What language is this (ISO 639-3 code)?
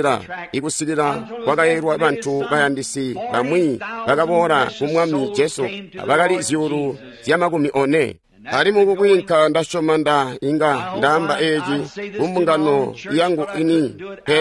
toi